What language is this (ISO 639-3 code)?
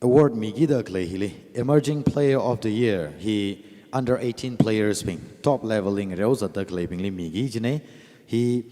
nmf